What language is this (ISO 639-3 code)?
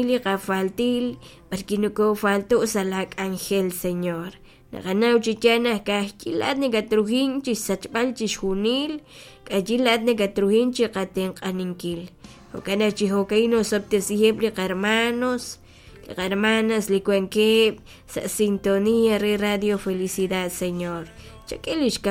kek